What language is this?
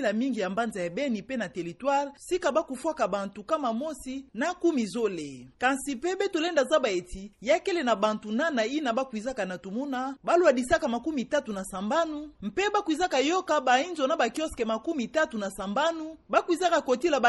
Kituba (Democratic Republic of Congo)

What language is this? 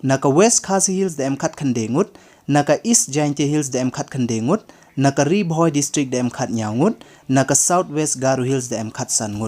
Pnar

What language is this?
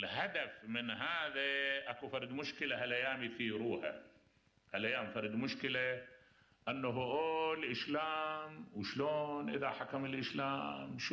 Mesopotamian Arabic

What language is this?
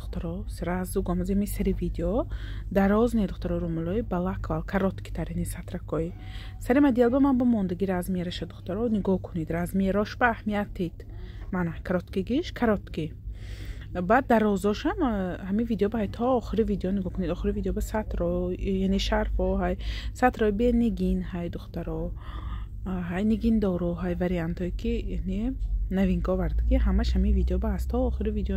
Tajik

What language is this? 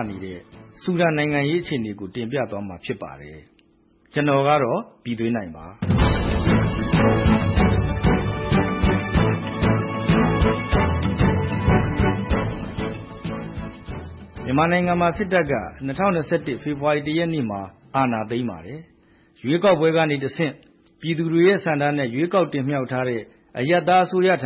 Burmese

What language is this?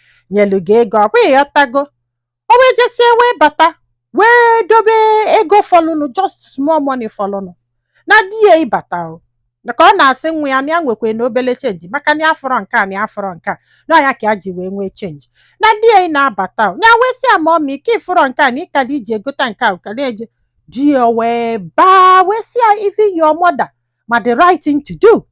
Igbo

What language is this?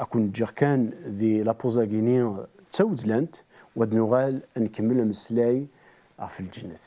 Kabyle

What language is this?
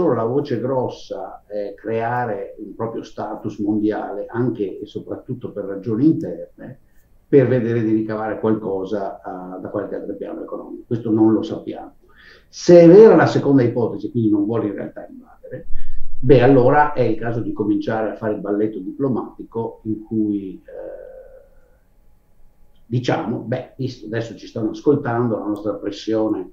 Italian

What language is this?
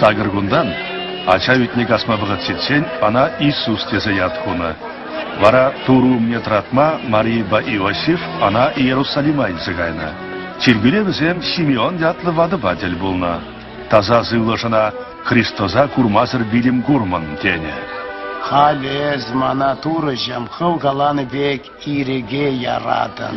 Chuvash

